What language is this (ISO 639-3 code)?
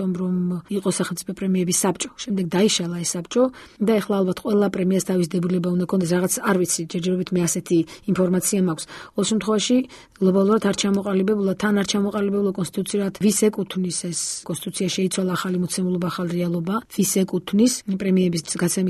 kat